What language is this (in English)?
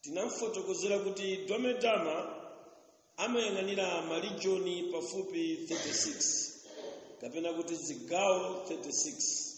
Nyanja